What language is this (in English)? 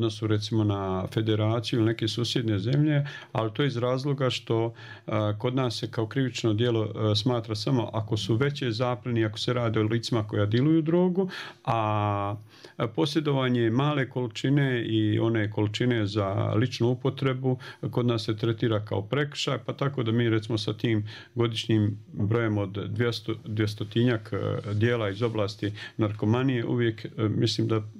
Bosnian